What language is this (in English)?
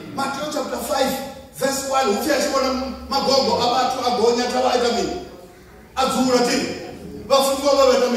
Venda